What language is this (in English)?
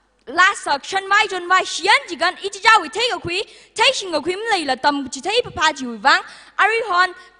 Tangkhul Naga (India)